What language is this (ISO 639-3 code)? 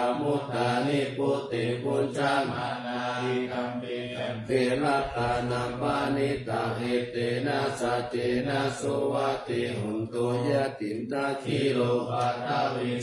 pli